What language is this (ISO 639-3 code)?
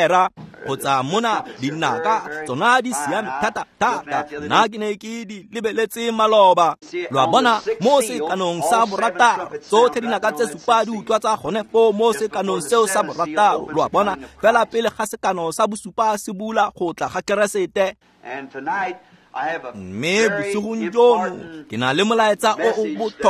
tsn